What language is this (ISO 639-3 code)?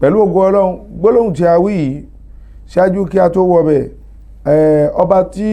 yor